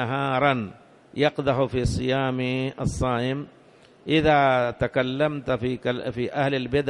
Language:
Arabic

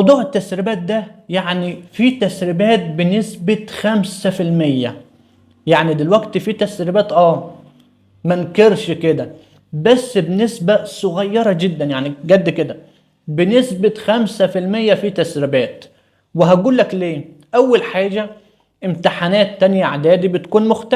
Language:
Egyptian Arabic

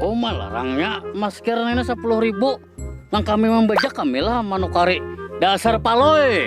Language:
Banjar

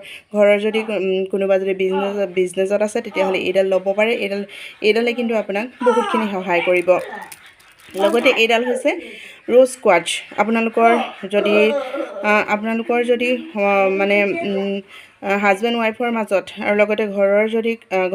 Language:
Assamese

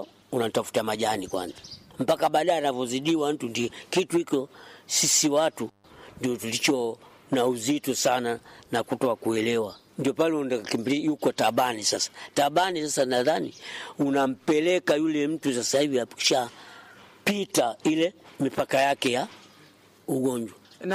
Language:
Swahili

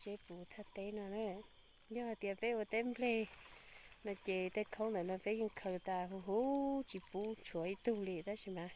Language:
Hmong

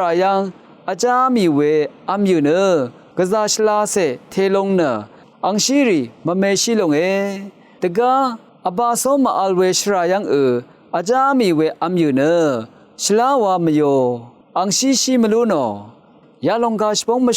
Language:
Rawang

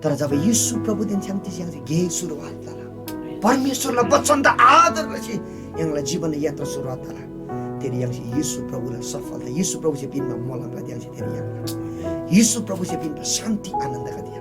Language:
Eastern Tamang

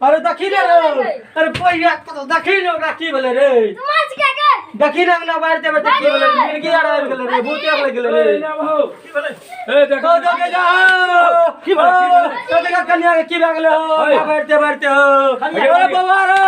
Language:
Maithili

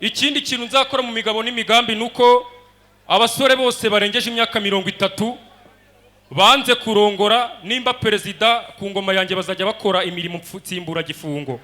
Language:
Kinyarwanda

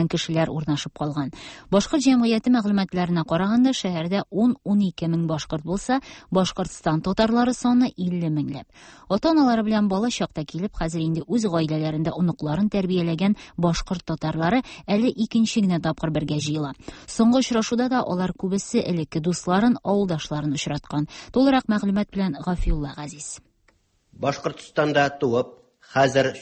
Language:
Tatar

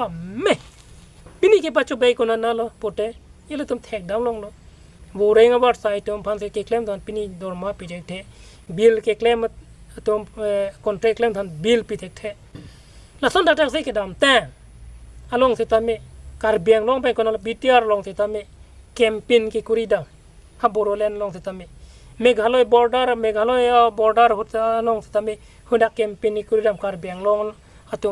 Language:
Karbi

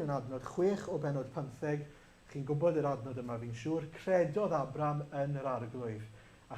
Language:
Welsh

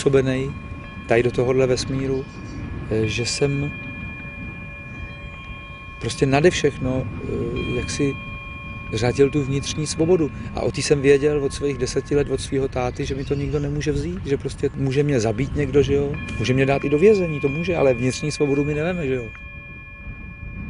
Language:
Czech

